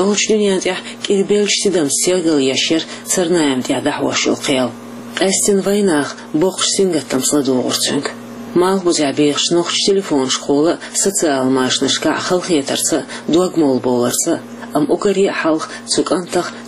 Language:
Chechen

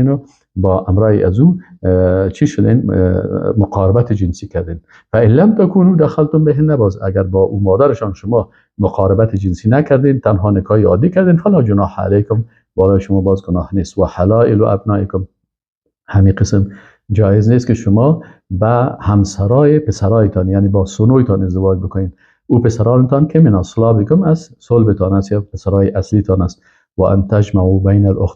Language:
Persian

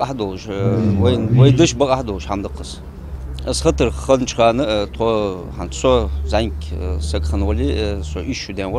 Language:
Ingush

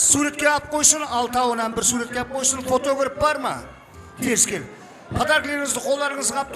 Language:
Kara-Kalpak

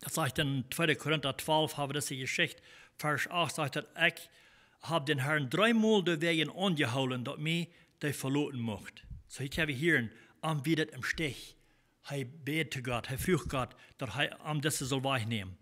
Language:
Plautdietsch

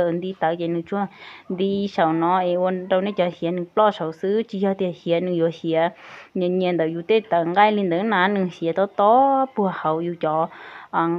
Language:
Hmong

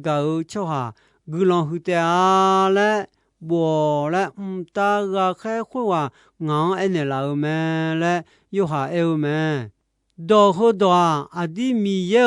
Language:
Akha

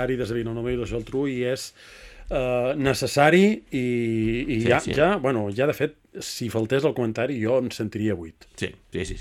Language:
Catalan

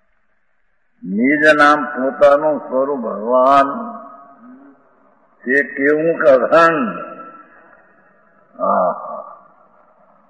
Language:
Gujarati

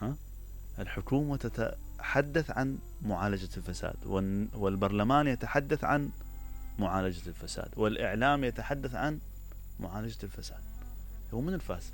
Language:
Mesopotamian Arabic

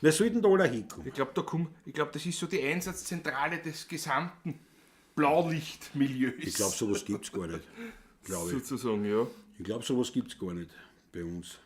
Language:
Bavarian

